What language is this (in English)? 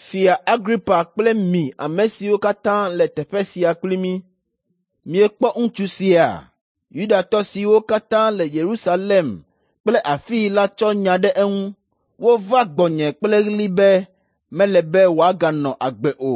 Ewe